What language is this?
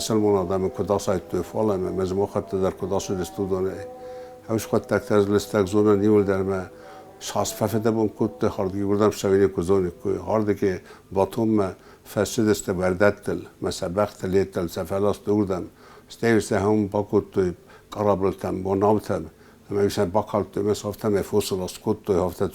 Ossetic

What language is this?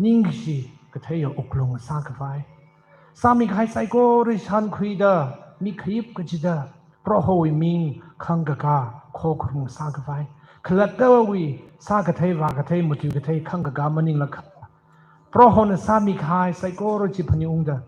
Tangkhul Naga (India)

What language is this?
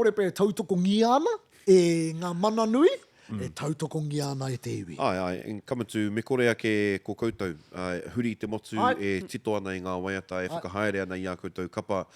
Māori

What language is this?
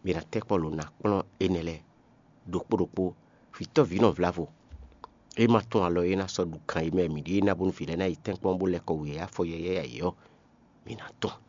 Fon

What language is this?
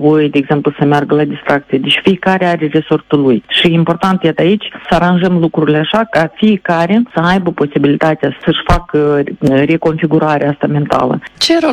Romanian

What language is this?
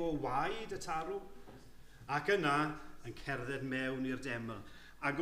Welsh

